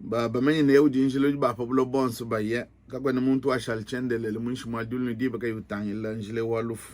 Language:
Luba-Lulua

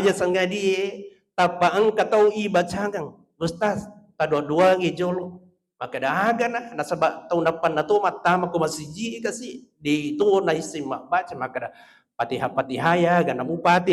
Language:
Buginese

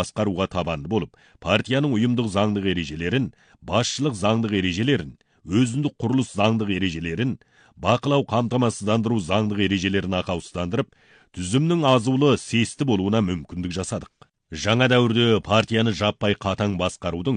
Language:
Kazakh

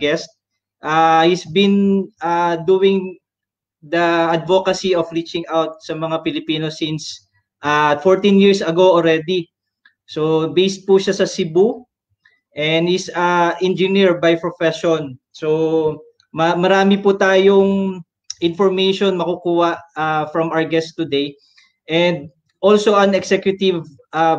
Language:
Filipino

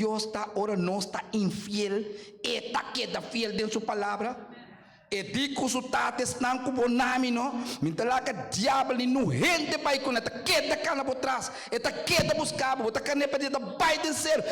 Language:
Papiamento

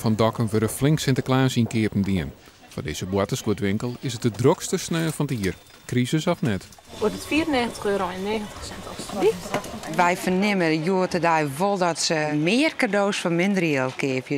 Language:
Western Frisian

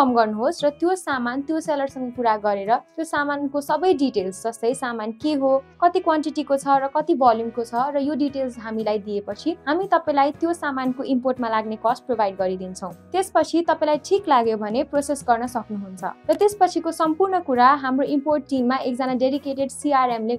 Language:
Nepali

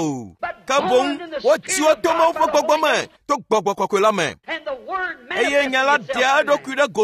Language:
Ewe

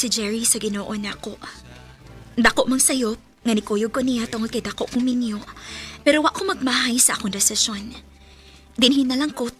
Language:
Cebuano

